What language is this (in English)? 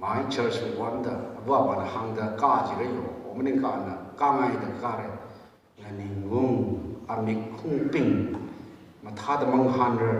Tangkhul Naga (India)